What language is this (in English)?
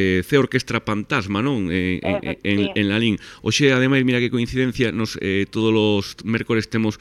Galician